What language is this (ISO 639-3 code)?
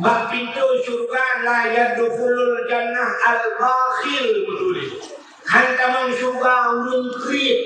ace